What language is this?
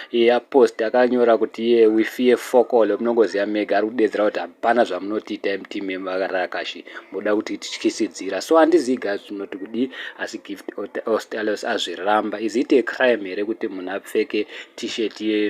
Shona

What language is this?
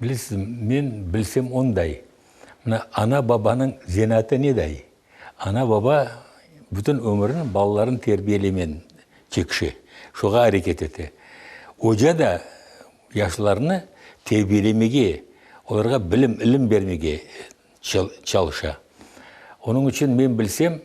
Crimean Tatar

